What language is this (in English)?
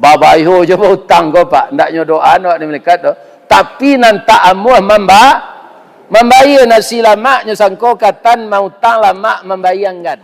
Minangkabau